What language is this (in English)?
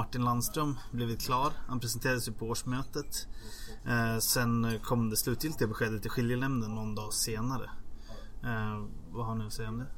Swedish